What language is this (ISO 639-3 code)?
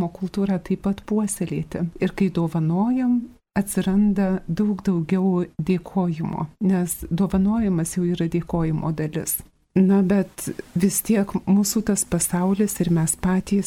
lit